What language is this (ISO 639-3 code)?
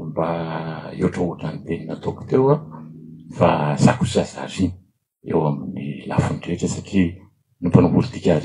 mlg